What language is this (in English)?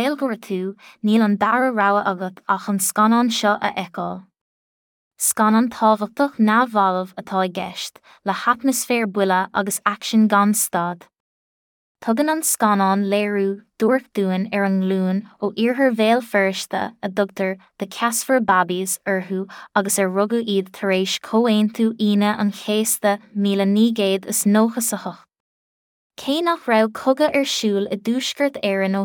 Irish